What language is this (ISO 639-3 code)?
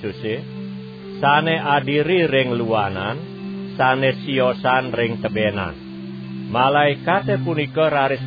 ban